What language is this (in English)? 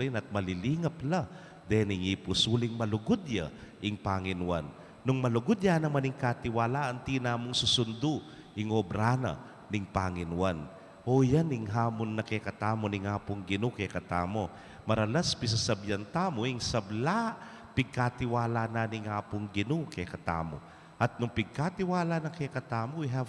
Pampanga